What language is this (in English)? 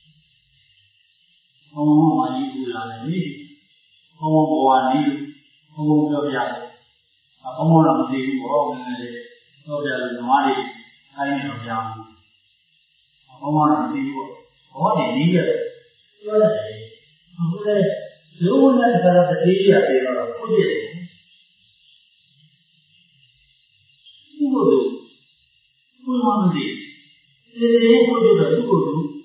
Burmese